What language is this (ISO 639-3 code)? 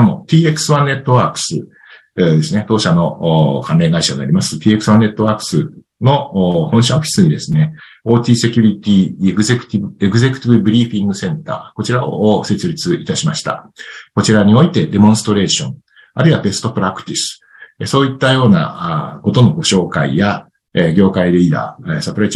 jpn